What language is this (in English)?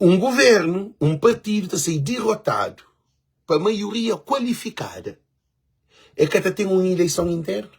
Kabuverdianu